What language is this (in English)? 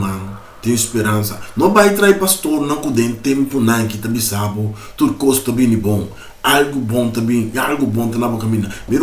Papiamento